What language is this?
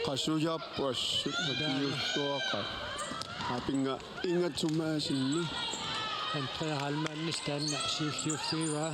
Kalaallisut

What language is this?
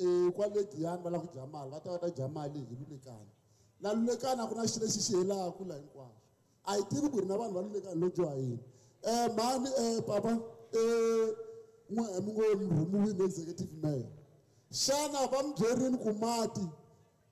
Tsonga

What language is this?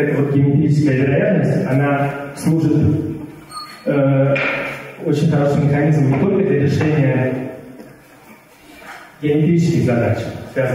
Russian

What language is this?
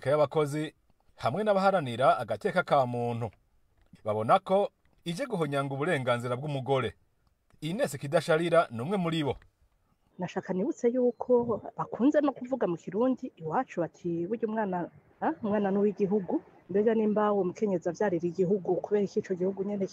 Rundi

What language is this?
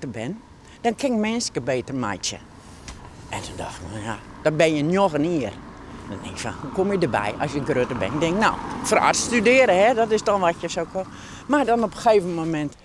Western Frisian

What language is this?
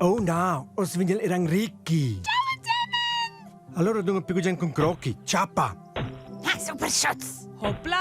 Romansh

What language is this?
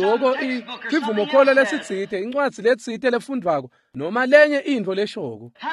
Swati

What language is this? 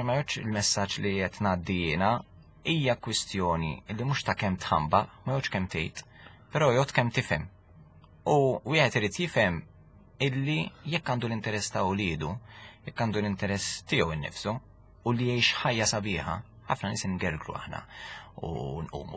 Maltese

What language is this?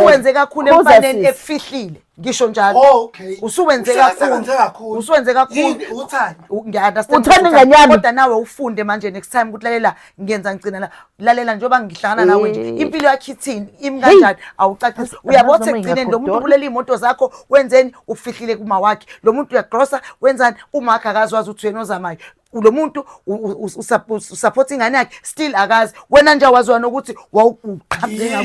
Zulu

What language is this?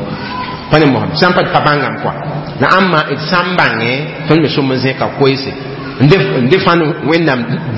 Mossi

